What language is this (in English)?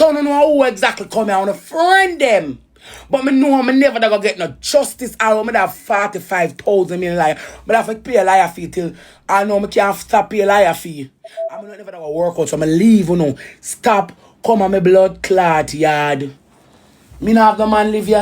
Jamaican Creole English